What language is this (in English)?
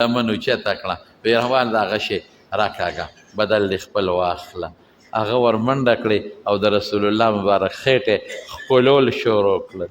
Pashto